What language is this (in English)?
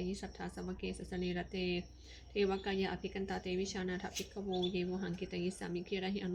Pali